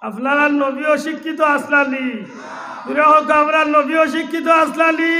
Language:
Sylheti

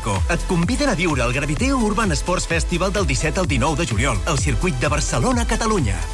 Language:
Catalan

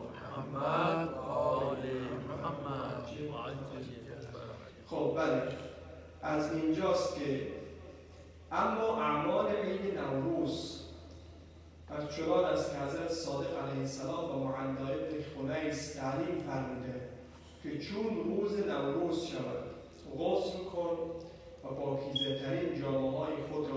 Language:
Persian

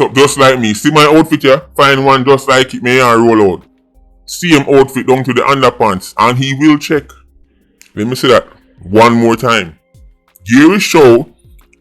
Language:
Jamaican Creole English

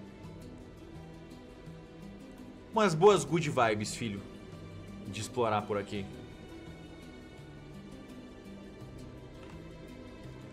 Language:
Portuguese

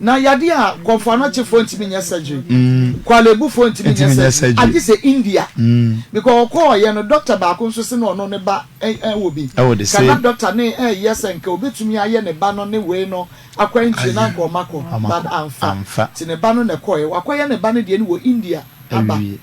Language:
Akan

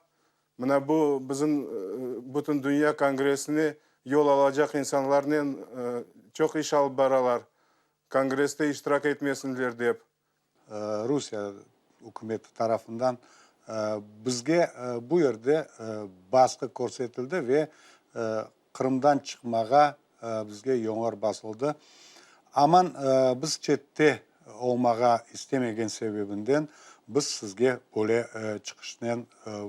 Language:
Crimean Tatar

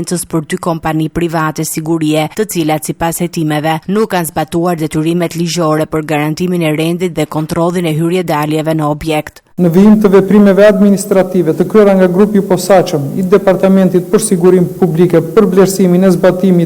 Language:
Albanian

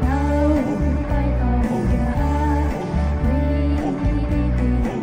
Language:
Poumei Naga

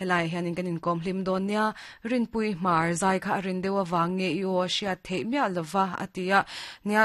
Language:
Mizo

